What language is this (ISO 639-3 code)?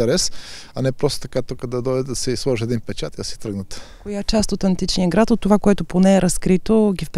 bul